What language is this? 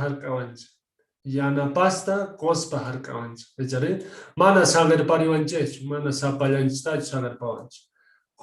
South Bolivian Quechua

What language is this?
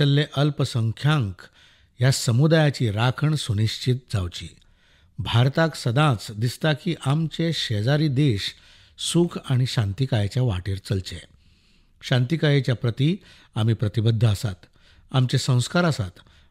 Konkani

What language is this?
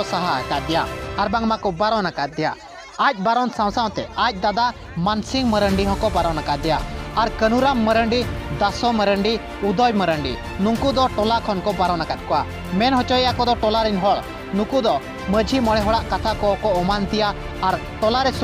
Santali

